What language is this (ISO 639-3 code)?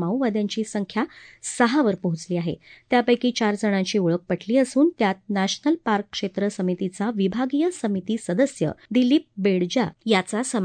mar